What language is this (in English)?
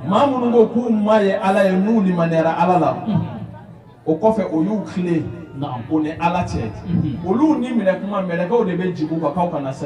Bambara